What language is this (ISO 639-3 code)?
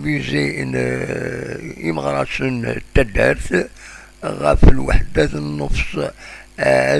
kab